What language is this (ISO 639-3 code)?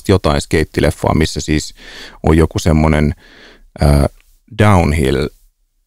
fin